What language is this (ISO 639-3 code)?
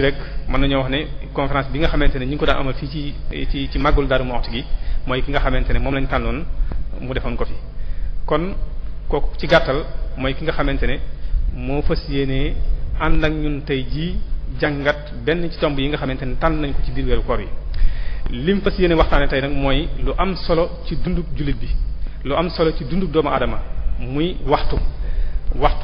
wol